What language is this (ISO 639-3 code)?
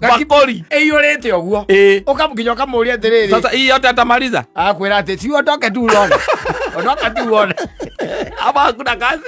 kik